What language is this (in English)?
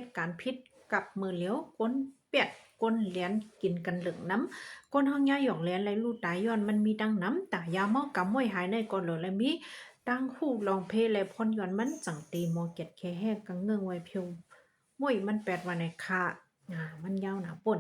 Shan